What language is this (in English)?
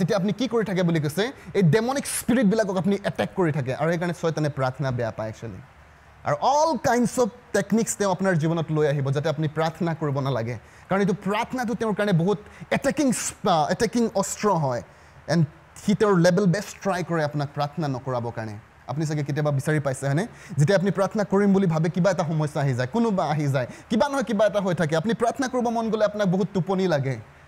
Assamese